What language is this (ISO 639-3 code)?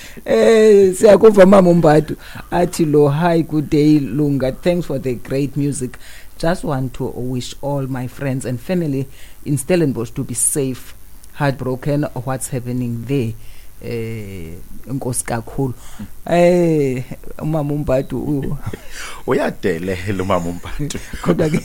xho